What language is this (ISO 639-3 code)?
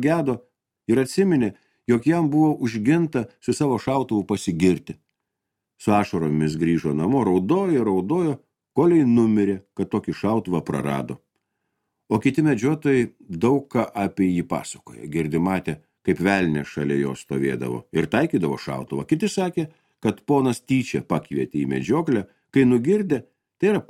lit